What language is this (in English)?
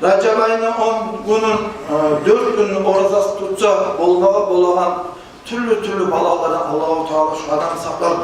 Kumyk